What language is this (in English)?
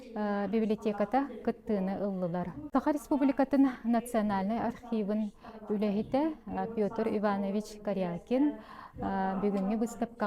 Yakut